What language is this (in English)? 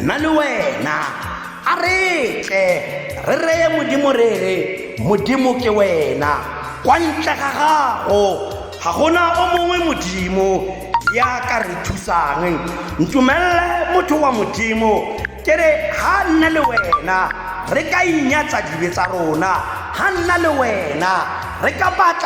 Tswana